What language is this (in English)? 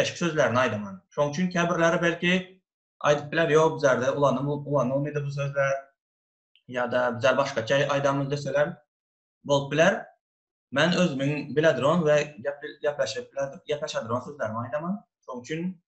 Turkmen